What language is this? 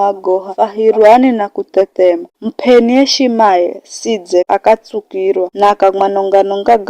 Giryama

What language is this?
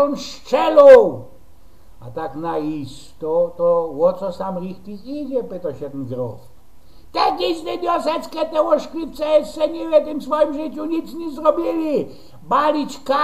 Silesian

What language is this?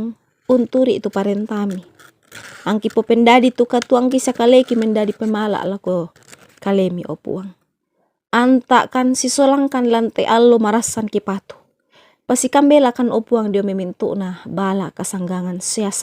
Toraja-Sa'dan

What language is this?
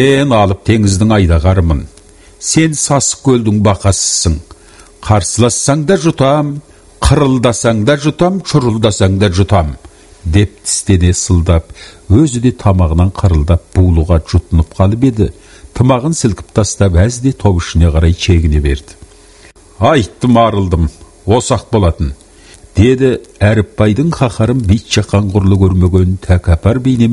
Kazakh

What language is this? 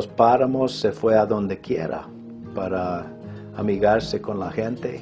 Chimborazo Highland Quichua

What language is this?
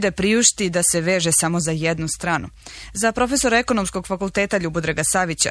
Serbian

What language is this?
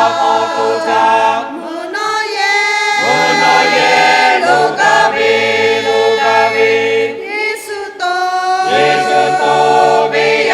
Lahu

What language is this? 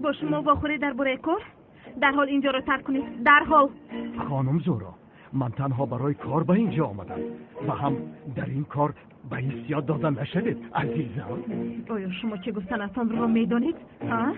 Tajik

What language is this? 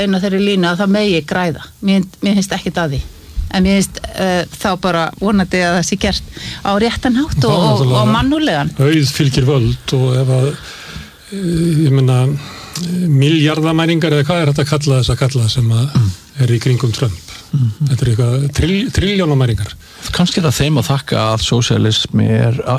Icelandic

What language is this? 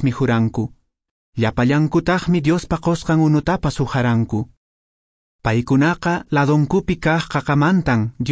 Quechua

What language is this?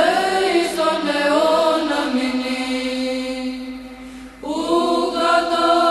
Greek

